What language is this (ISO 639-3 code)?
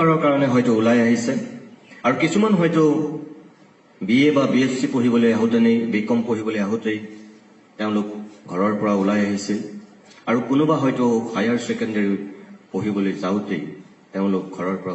asm